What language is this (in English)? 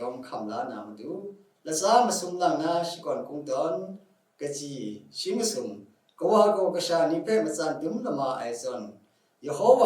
Kachin